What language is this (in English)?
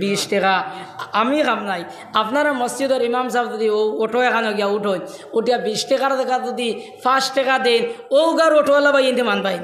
Sylheti